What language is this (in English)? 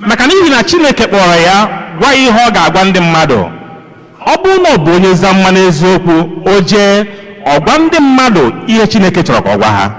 Igbo